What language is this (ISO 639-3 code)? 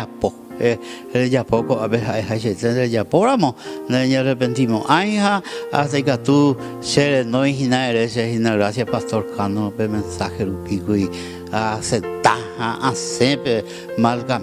grn